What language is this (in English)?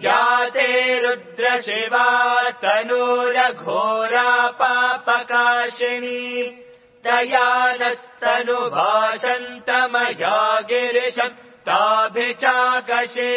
Sanskrit